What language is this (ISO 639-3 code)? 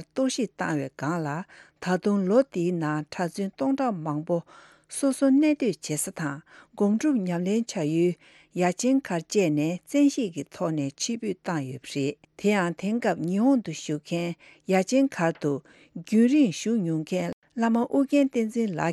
bod